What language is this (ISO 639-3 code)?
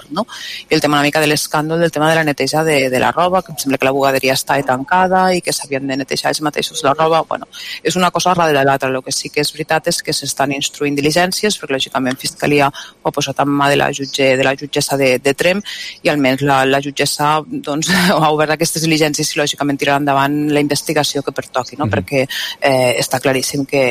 cat